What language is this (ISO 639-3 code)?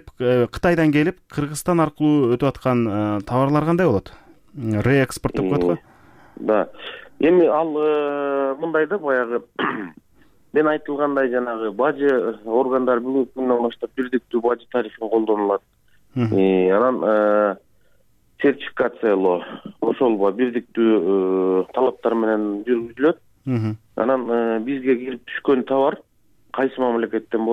kir